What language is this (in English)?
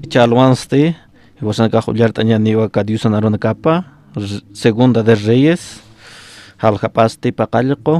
Aymara